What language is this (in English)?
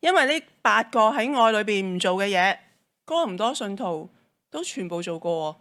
Cantonese